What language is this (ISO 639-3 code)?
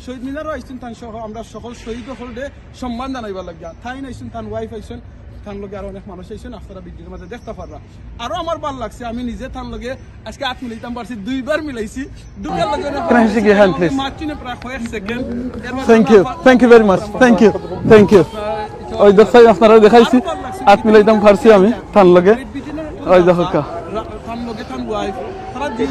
syl